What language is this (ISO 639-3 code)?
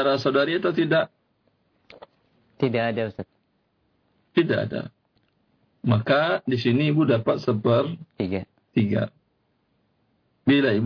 ind